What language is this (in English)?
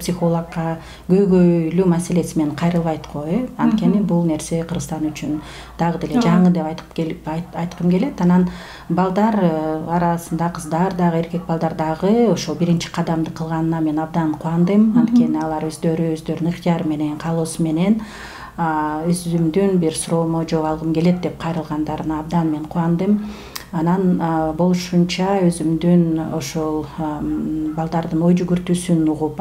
Kyrgyz